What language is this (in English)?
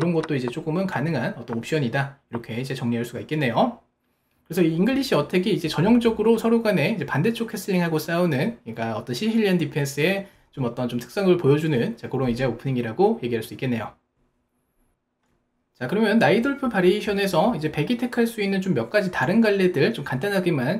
Korean